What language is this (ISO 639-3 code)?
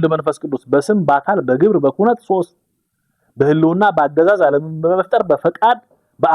amh